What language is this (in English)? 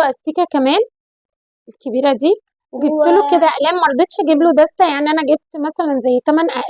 Egyptian Arabic